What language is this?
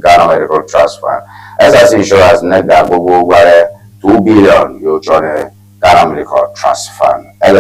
Ewe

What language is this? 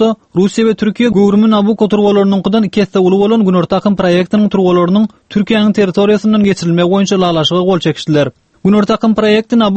Turkmen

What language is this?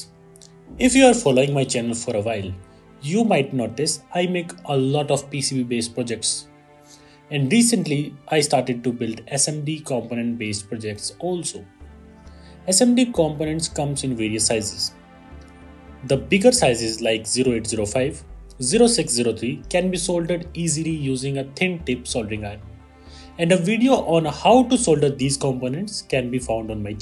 English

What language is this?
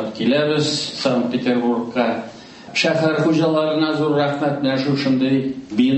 Tatar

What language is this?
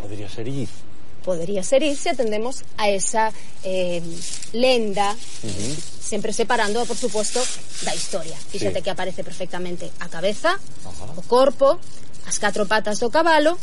Galician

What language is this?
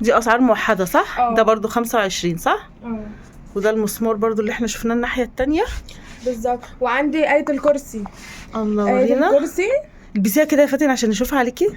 Egyptian Arabic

